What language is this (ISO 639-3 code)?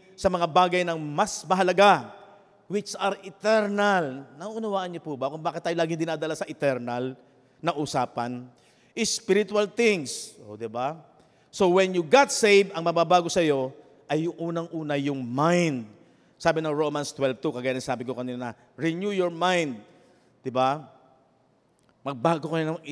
fil